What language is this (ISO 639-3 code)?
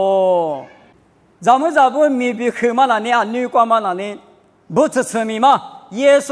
lis